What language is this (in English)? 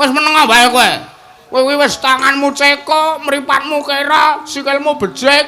Javanese